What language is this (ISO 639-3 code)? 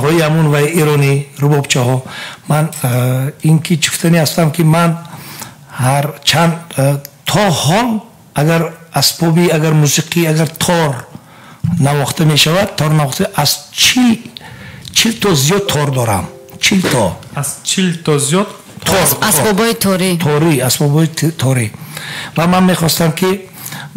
tgk